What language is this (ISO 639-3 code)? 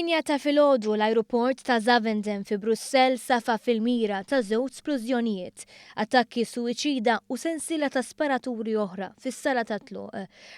mlt